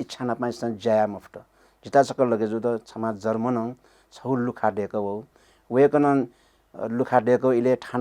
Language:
Newari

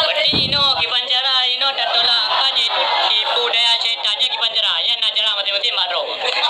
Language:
Achinese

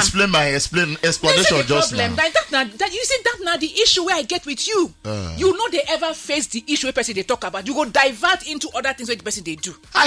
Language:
Nigerian Pidgin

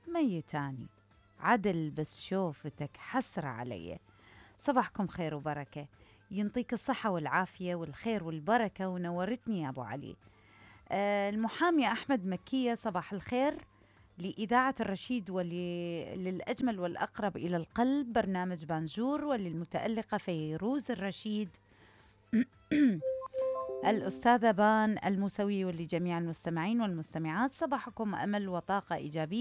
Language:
Mesopotamian Arabic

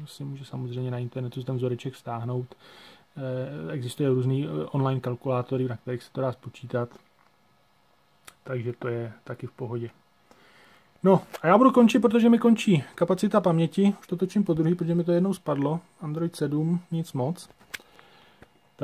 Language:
Czech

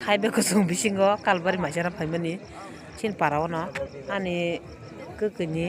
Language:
Kok Borok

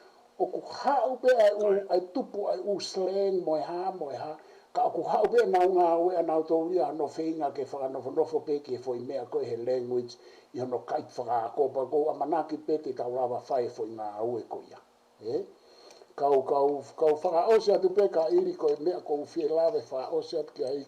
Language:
Tongan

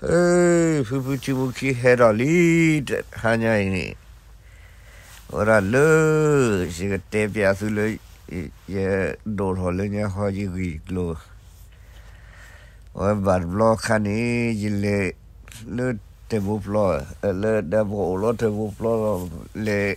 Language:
S'gaw Karen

